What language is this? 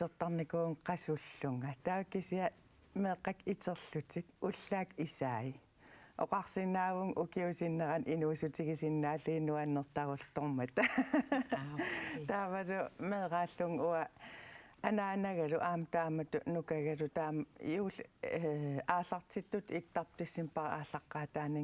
Kalaallisut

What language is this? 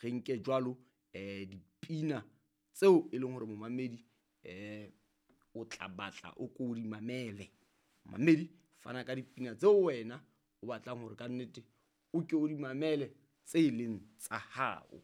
Southern Sotho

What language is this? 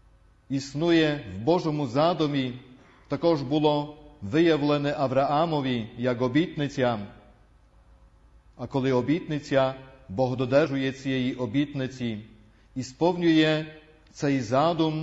Ukrainian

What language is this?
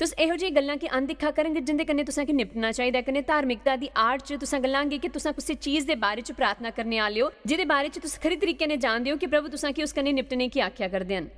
Dogri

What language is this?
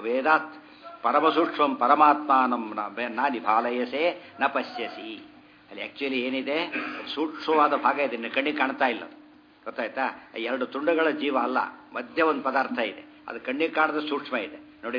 Kannada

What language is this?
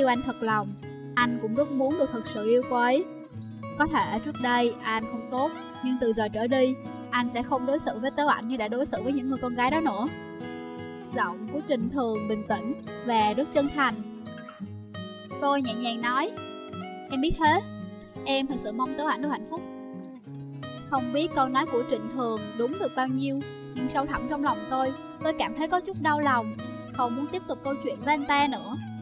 Vietnamese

